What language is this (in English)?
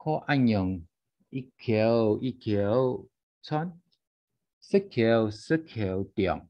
Hakka Chinese